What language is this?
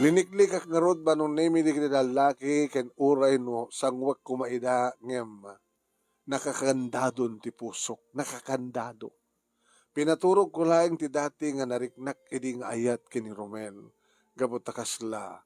Iloko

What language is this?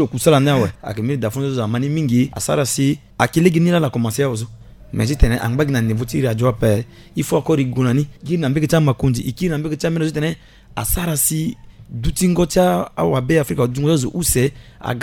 Sango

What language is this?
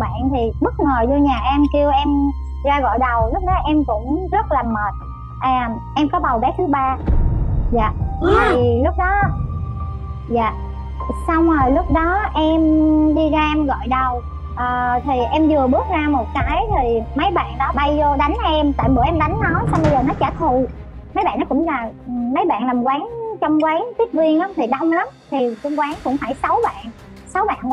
Vietnamese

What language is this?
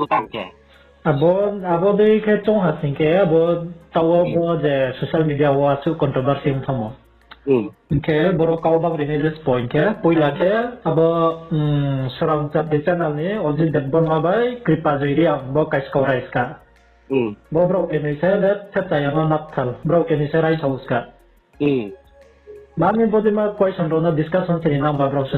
Riang (India)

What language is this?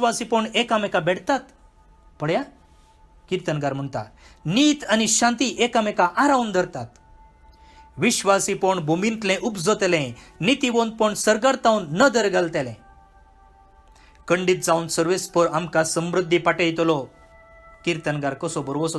Konkani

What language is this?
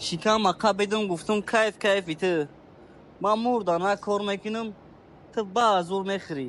Tajik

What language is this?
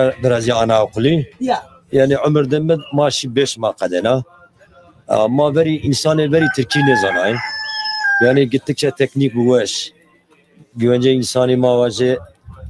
Zaza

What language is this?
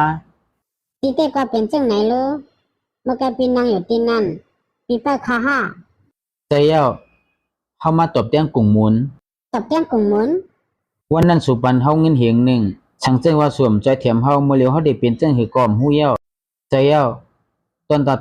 Shan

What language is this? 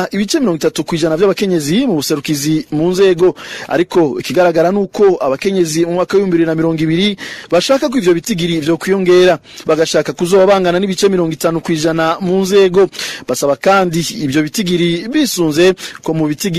Rundi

